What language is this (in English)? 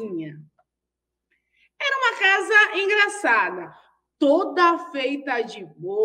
Portuguese